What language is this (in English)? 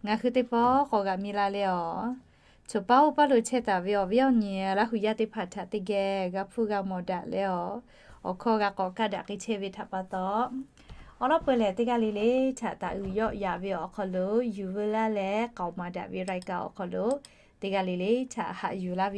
Lahu